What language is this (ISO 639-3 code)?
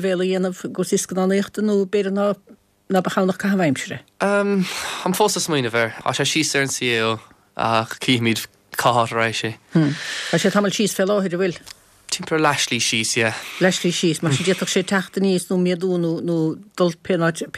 gle